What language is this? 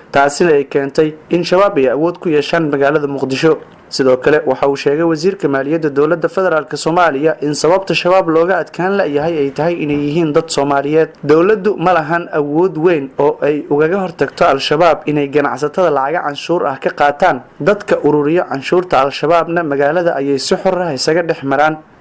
Somali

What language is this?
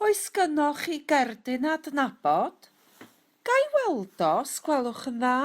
Welsh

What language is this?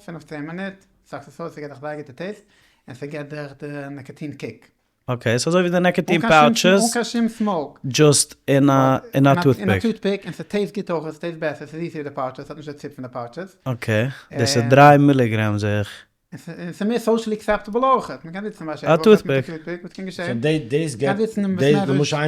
Yiddish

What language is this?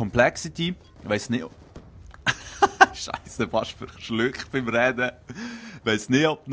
Swiss German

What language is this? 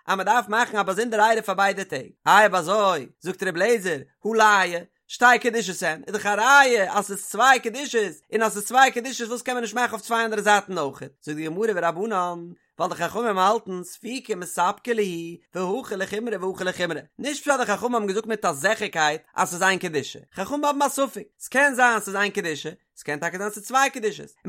Yiddish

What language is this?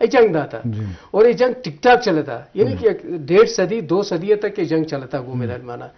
Eastern Balochi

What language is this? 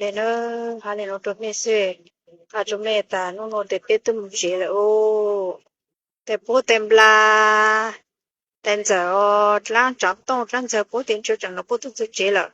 Hmong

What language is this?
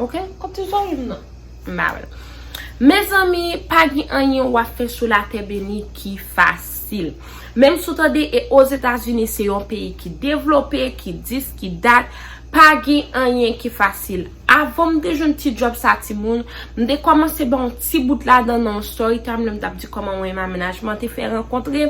Haitian Creole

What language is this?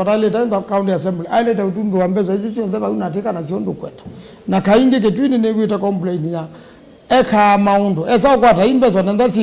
Kamba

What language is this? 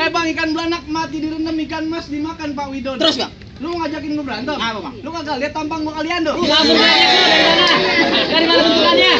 Betawi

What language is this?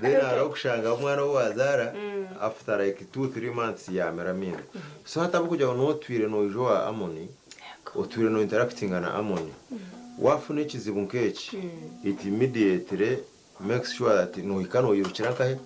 Nyankole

